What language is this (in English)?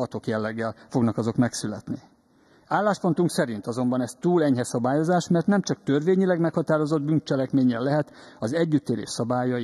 Hungarian